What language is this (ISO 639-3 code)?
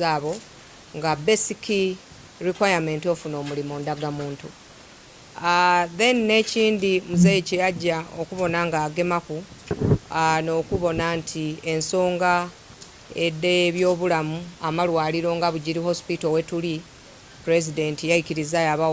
xog